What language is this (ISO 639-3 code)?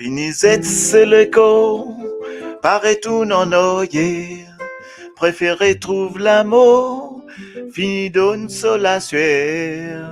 mfe